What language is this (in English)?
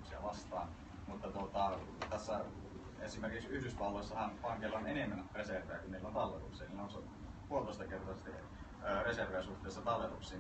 Finnish